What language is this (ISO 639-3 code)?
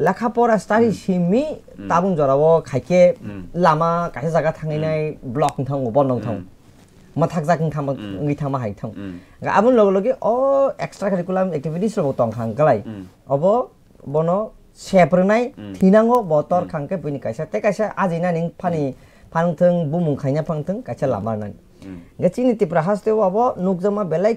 trp